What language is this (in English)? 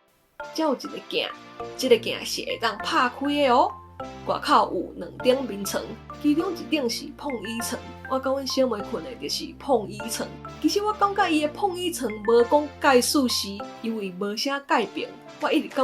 Min Nan Chinese